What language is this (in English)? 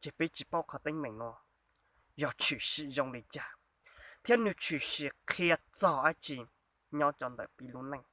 Hmong